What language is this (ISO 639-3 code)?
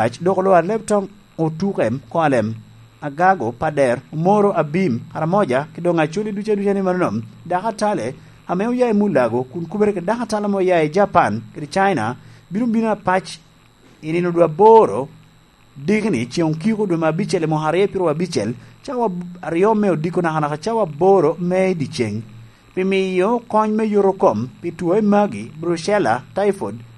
laj